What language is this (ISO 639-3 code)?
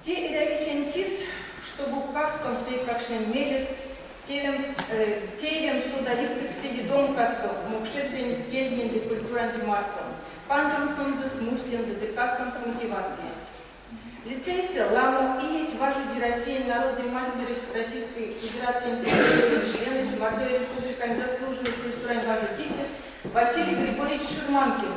myv